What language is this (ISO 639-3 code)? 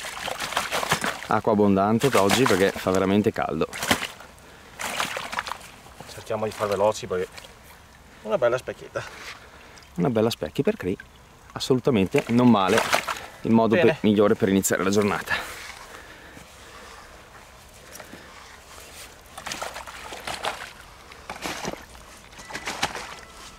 ita